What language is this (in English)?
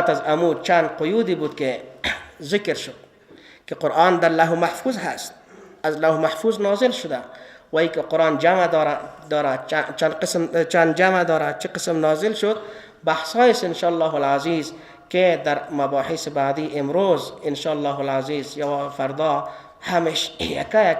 Persian